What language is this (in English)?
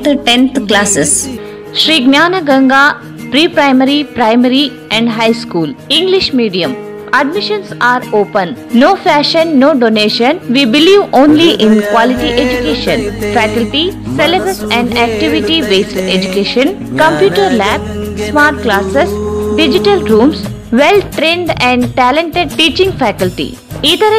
Kannada